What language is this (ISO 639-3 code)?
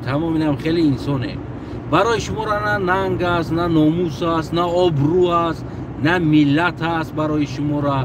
tgk